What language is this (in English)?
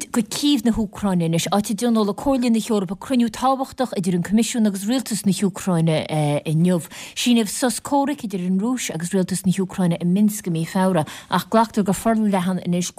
Irish